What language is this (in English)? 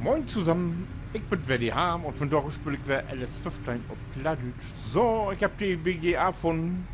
Low German